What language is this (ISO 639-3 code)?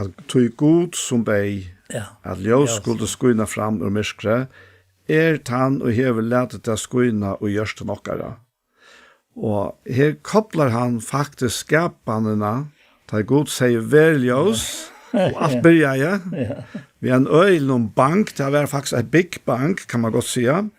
fao